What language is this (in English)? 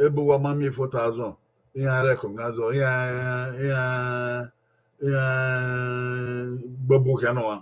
Bini